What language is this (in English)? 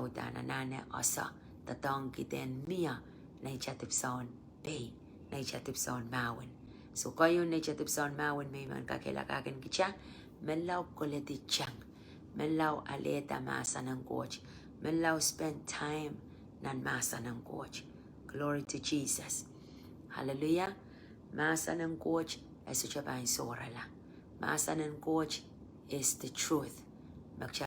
Pohnpeian